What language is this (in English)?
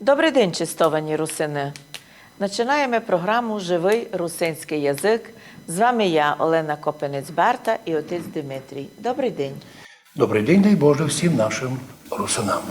Rusyn